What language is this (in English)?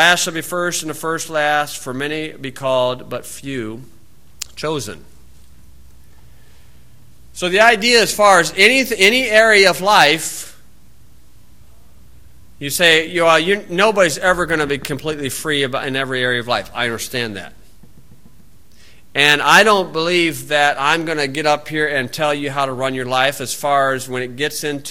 English